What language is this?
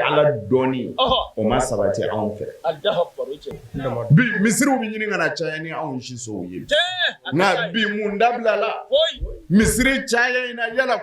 Bambara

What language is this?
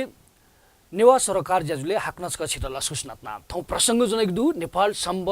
Newari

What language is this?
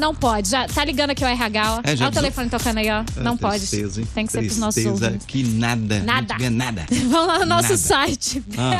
Portuguese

